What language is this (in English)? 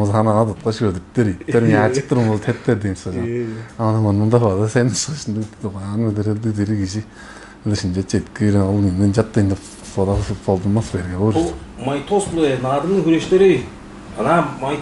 Tuvinian